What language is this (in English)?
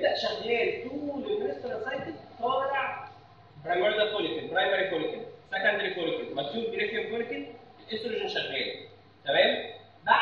Egyptian Arabic